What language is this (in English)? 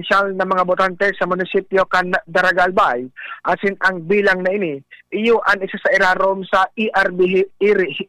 Bikol